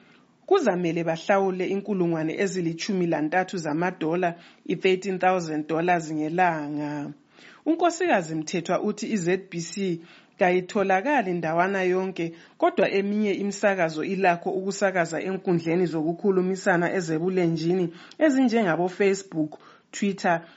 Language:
North Ndebele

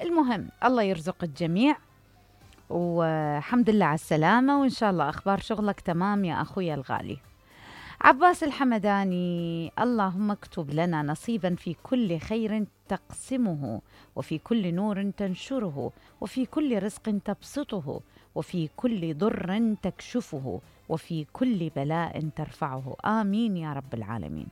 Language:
Mesopotamian Arabic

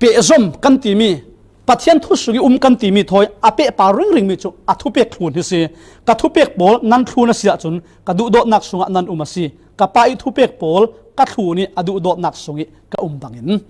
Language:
Falam Chin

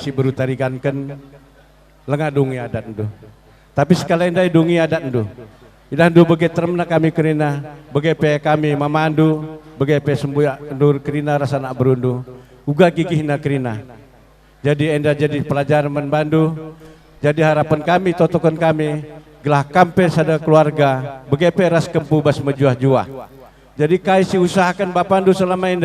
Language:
Batak Karo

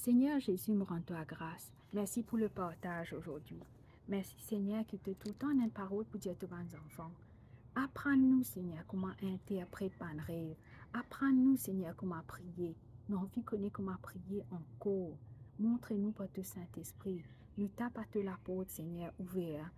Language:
Morisyen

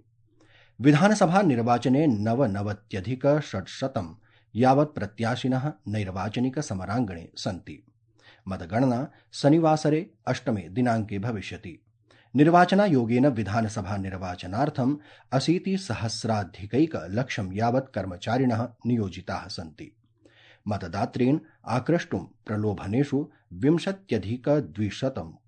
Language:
Sanskrit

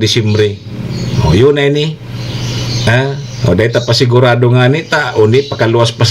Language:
Bikol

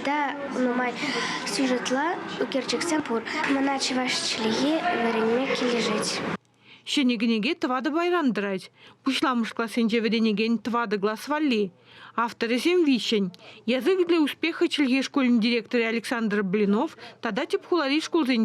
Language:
Chuvash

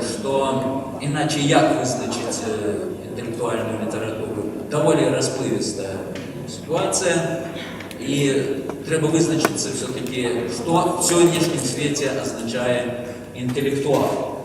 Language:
Belarusian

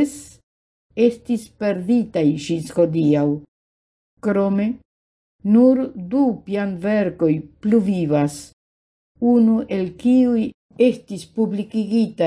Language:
Esperanto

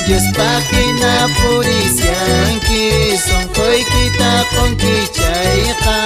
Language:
Quechua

